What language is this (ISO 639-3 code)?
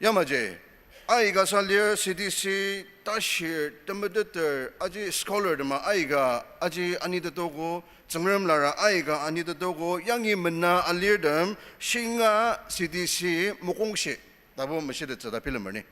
njo